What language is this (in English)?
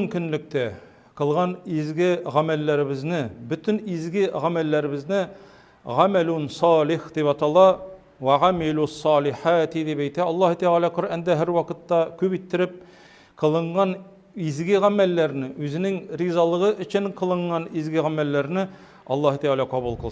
Tatar